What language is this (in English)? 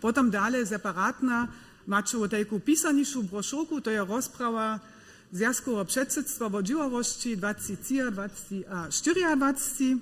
Upper Sorbian